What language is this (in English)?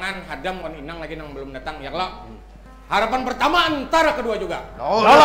Banjar